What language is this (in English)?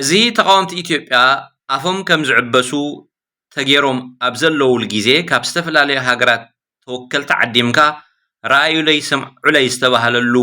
Tigrinya